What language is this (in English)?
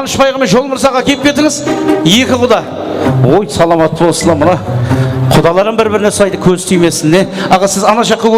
Kara-Kalpak